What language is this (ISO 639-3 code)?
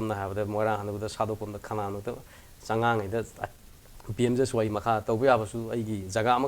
mni